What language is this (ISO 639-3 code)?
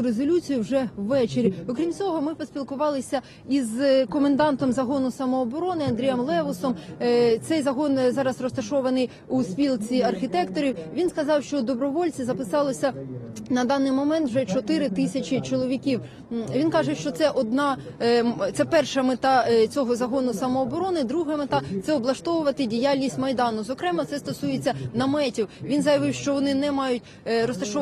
ukr